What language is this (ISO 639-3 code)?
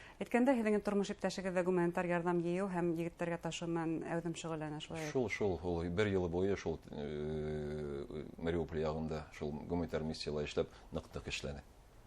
bak